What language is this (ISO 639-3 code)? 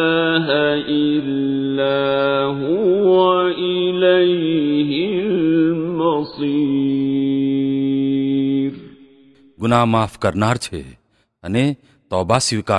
guj